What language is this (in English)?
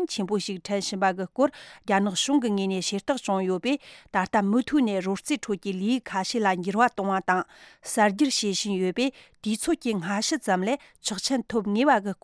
Tibetan